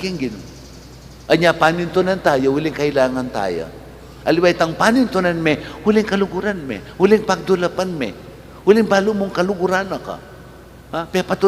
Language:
Pampanga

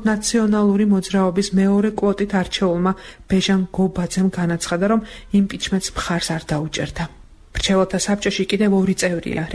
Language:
Georgian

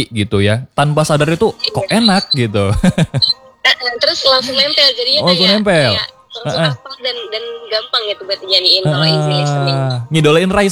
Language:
Indonesian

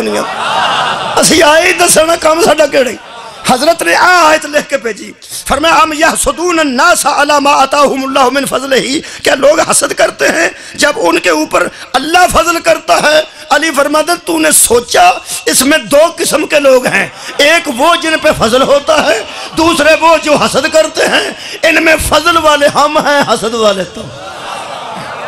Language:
Urdu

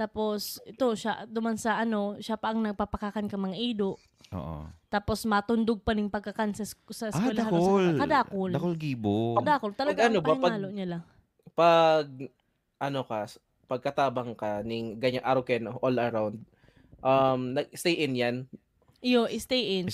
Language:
Bikol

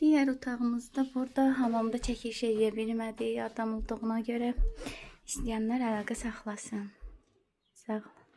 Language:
Azerbaijani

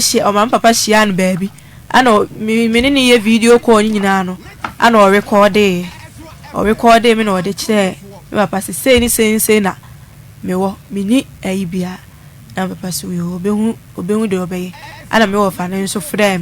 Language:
Akan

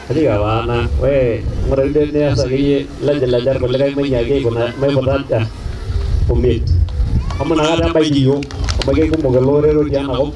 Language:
Masai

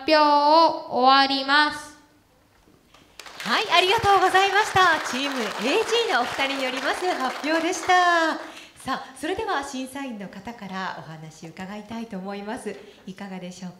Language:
Japanese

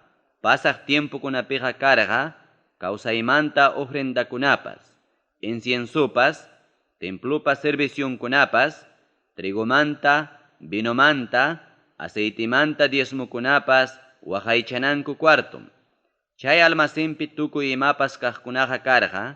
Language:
Ayacucho Quechua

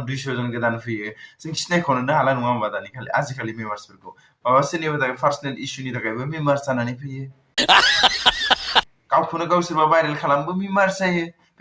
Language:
Bodo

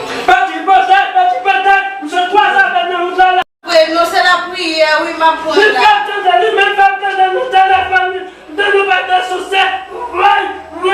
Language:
Haitian Creole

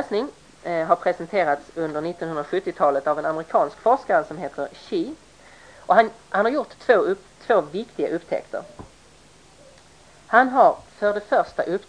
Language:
Swedish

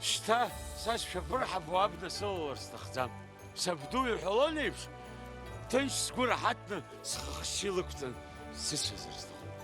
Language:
Abkhazian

